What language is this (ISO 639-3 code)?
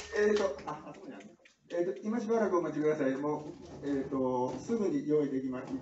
jpn